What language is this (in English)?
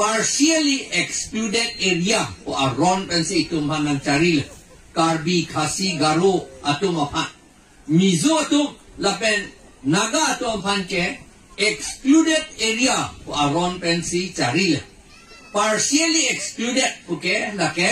Karbi